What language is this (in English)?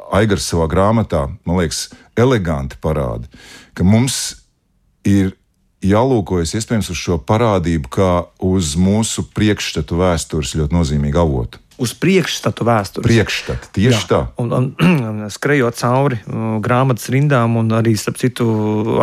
Latvian